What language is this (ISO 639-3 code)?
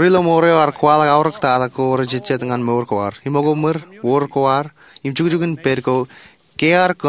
mah